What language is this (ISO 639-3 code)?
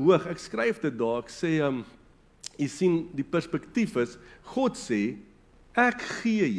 afr